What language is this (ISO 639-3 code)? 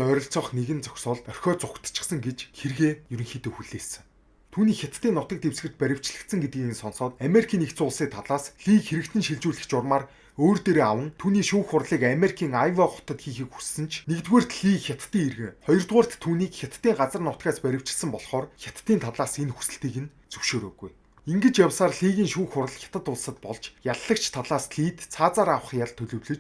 mon